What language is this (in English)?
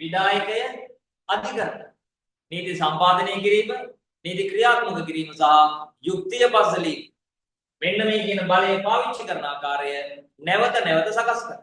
Sinhala